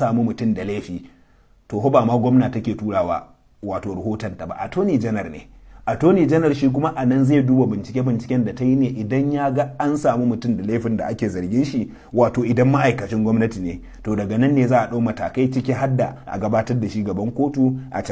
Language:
Hausa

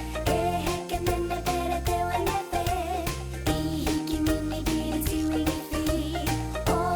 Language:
Māori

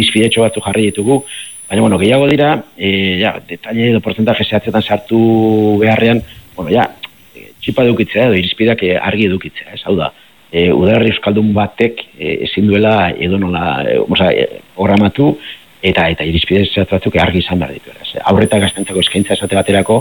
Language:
Basque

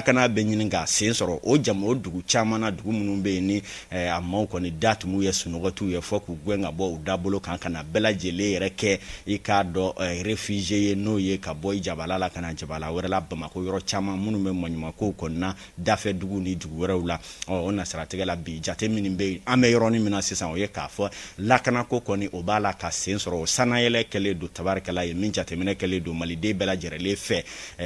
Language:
Bambara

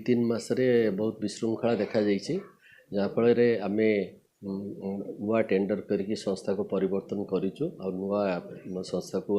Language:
Odia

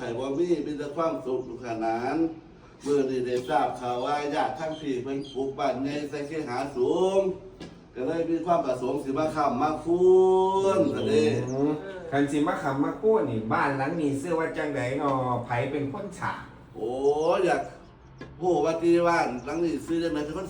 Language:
Northeastern Thai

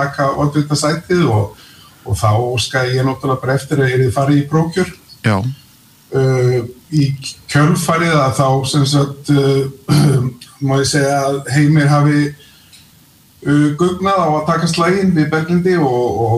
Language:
Icelandic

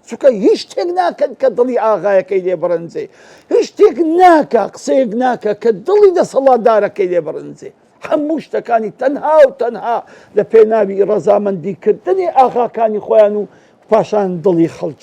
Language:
Central Kurdish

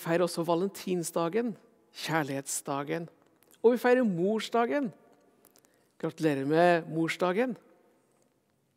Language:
Norwegian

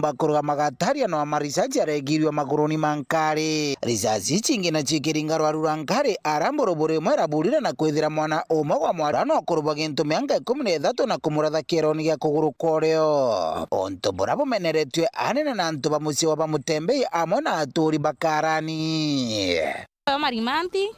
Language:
Meru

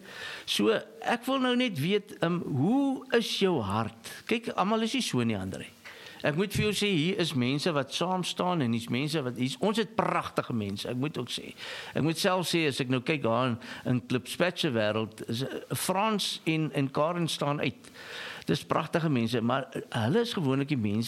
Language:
Afrikaans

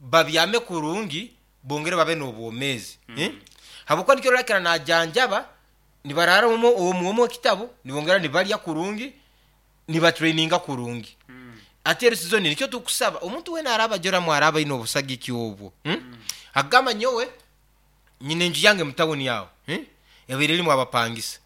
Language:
Nyankole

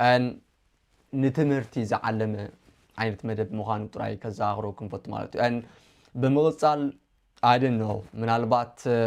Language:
Tigrinya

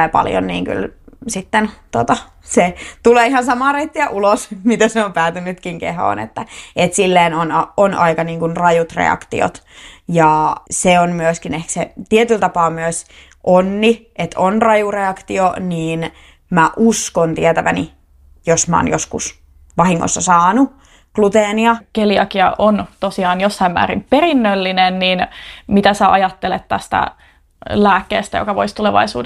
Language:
Finnish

